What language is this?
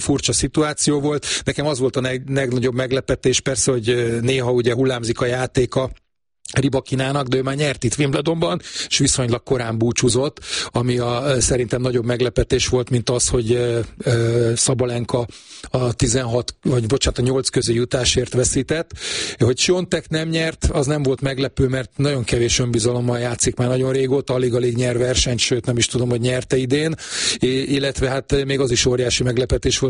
Hungarian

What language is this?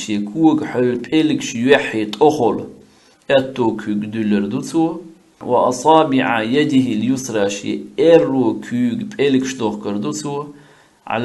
Chechen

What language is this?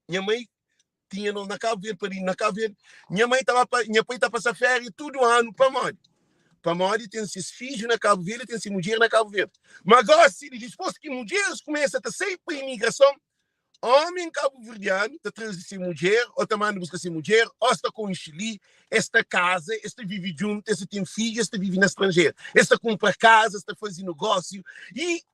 Kabuverdianu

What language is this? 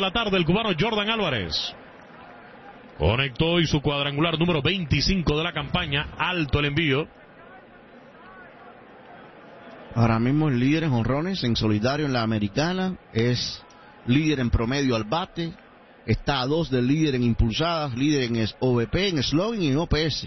Spanish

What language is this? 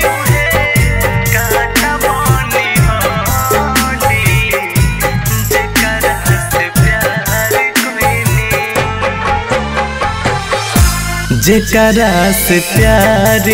Bhojpuri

